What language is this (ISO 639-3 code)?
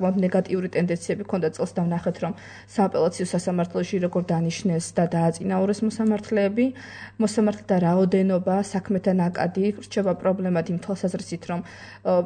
kat